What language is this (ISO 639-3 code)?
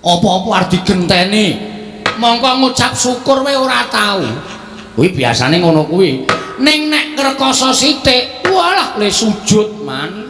jav